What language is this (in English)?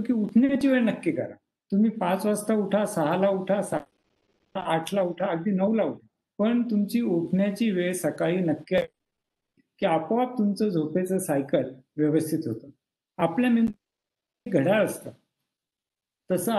Marathi